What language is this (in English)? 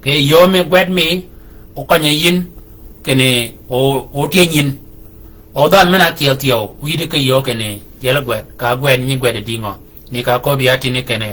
Shilluk